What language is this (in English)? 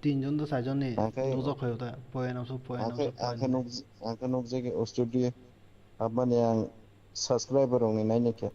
Kok Borok